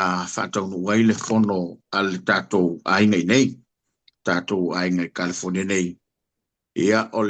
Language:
Samoan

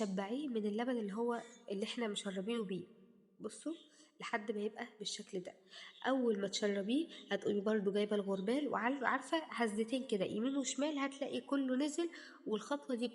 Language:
Egyptian Arabic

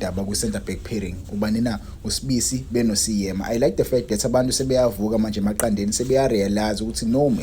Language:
Zulu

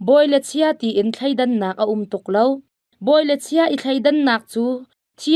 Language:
Hakha Chin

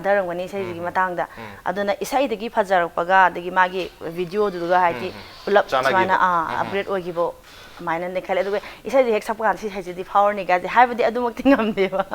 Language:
Manipuri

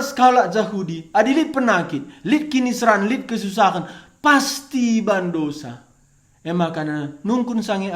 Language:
Batak Karo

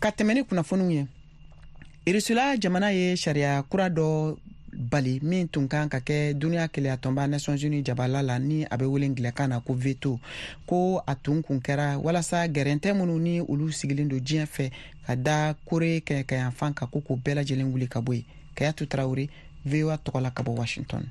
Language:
Bambara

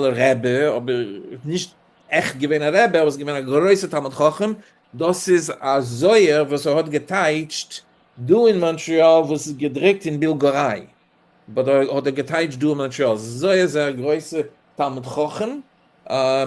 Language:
Yiddish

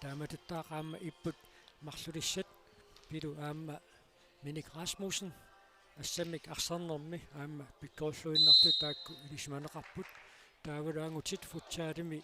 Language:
Kalaallisut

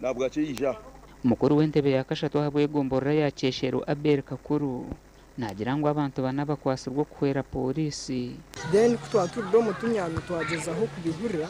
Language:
Nyankole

